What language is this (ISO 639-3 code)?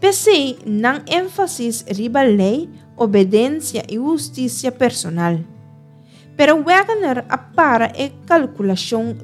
pap